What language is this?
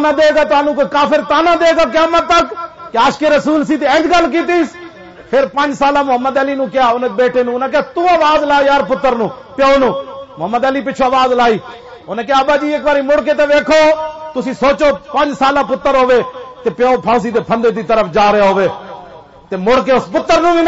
Western Panjabi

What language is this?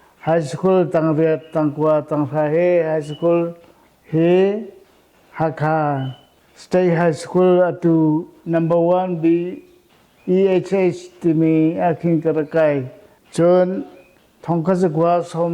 Hakha Chin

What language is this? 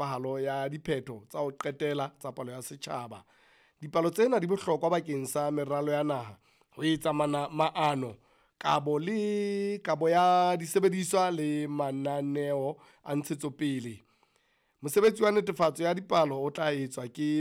Southern Sotho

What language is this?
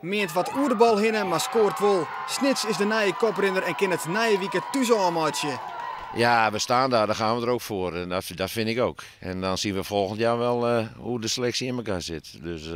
Western Frisian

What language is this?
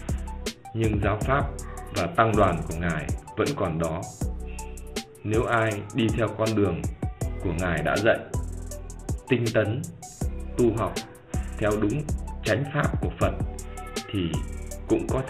Vietnamese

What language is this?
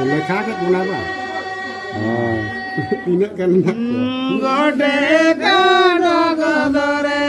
Santali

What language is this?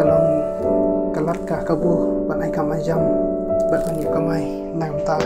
Khasi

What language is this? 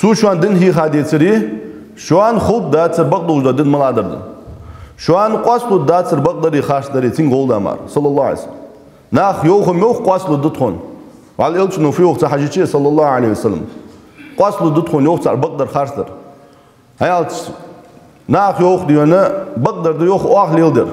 Ingush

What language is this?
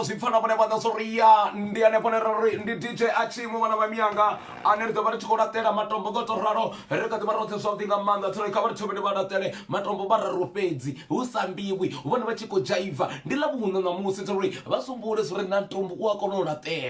Venda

